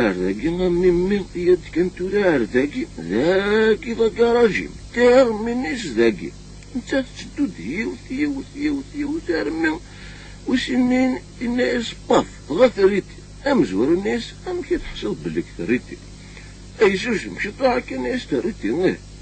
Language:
Kabyle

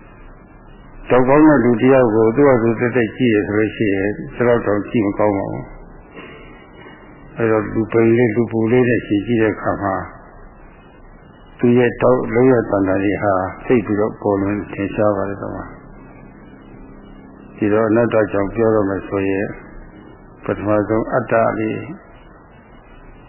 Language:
Burmese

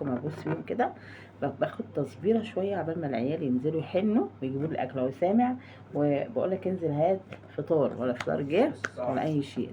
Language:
Egyptian Arabic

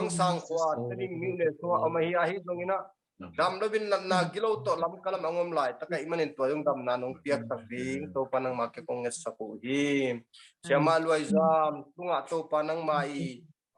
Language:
Tedim Chin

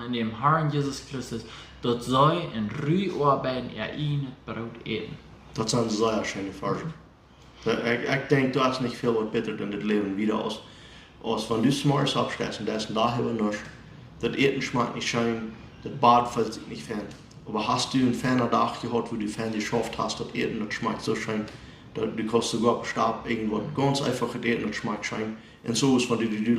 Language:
Plautdietsch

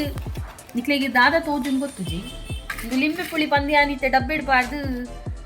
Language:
Tulu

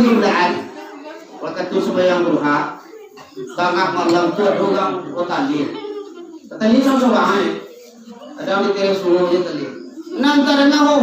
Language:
Minangkabau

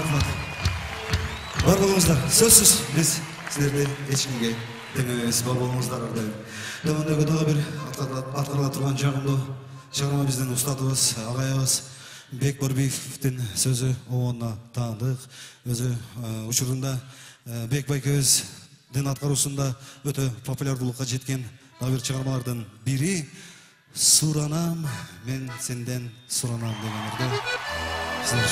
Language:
Kyrgyz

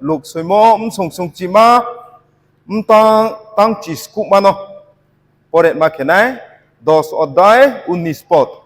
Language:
Riang (India)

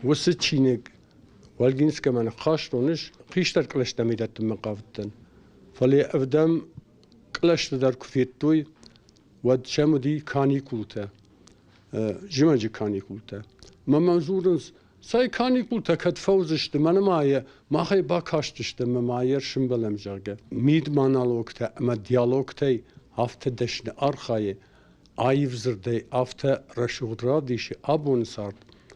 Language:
Ossetic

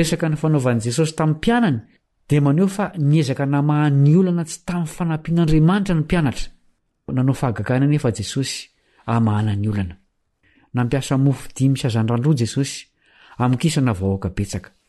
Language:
Malagasy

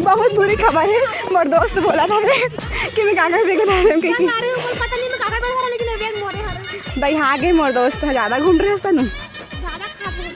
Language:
Chhattisgarhi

